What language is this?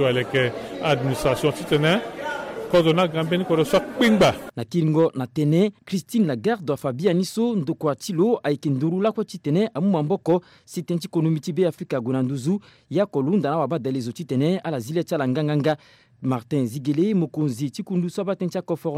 Sango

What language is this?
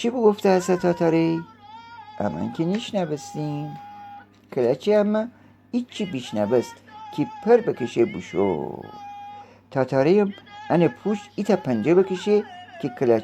Gilaki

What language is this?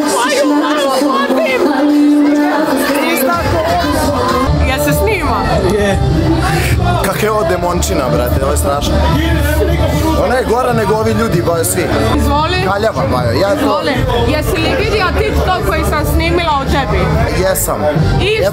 Croatian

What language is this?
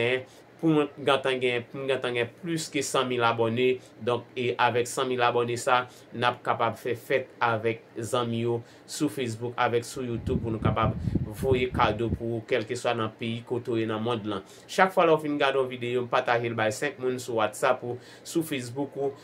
Haitian Creole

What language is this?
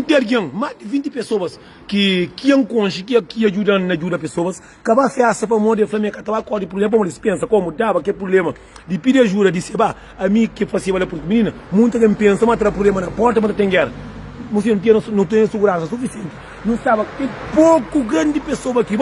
Kabuverdianu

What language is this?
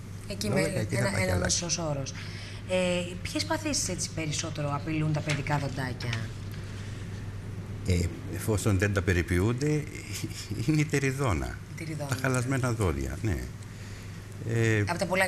Greek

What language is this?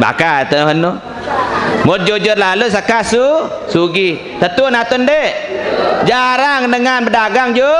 Sasak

